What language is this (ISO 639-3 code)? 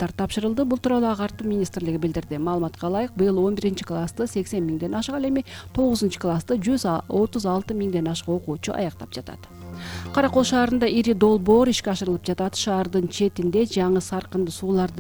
kir